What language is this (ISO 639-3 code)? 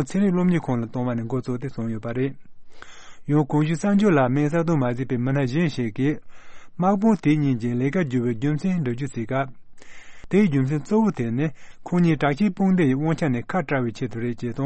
bod